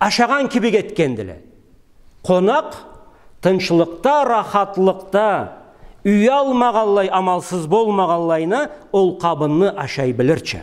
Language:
Karachay-Balkar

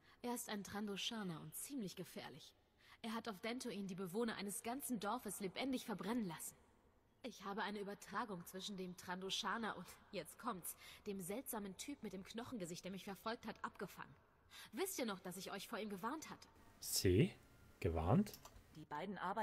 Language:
German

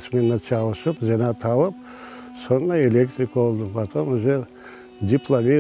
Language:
Crimean Tatar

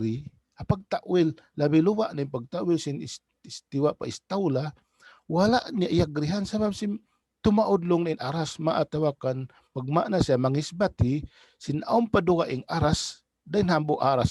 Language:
Tausug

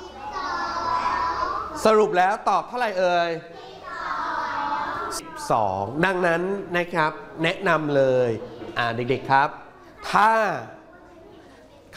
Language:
Thai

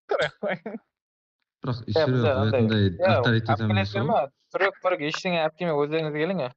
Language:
Kara-Kalpak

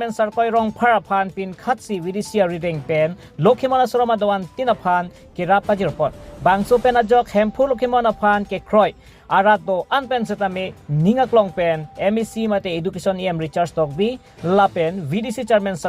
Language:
Karbi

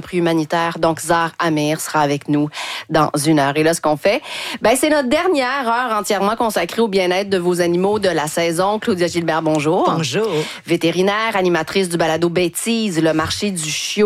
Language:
French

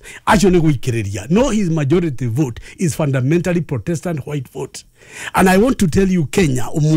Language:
Kikuyu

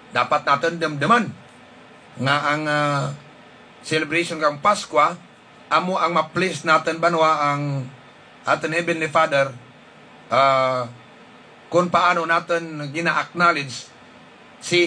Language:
Hiligaynon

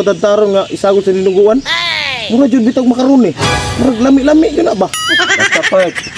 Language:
Cebuano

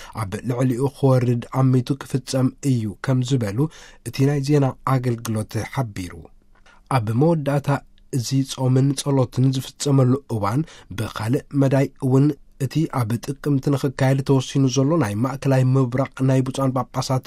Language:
Tigrinya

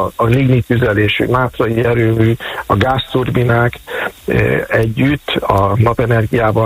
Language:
Hungarian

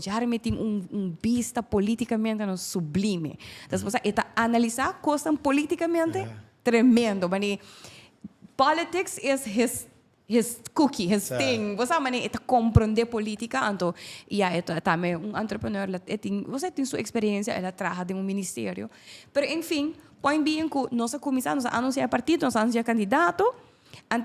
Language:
Papiamento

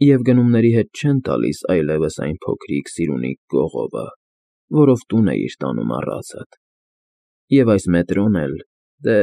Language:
Armenian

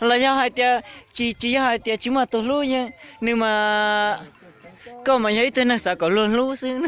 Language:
Hmong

